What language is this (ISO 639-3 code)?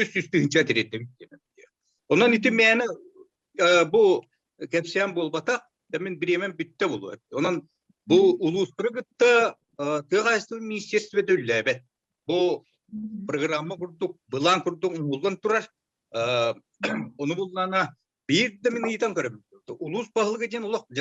sah